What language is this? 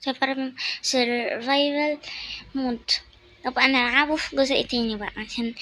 Egyptian Arabic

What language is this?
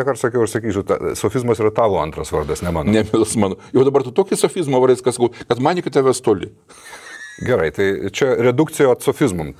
Lithuanian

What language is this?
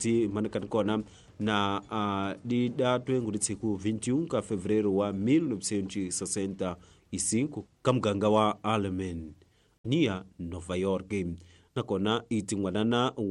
Tsonga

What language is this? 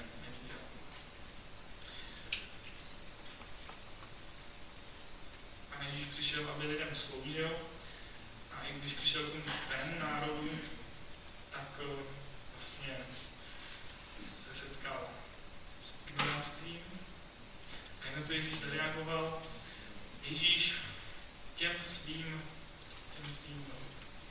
Czech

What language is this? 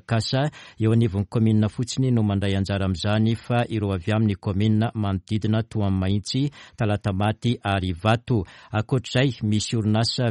Malagasy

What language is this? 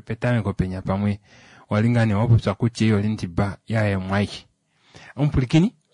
Kuanyama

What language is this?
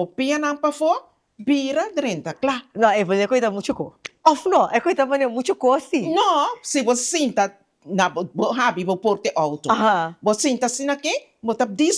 Papiamento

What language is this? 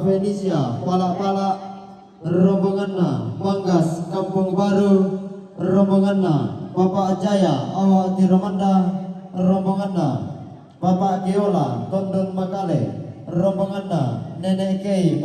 Toraja-Sa'dan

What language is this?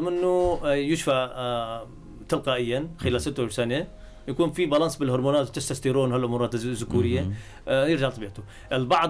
North Levantine Arabic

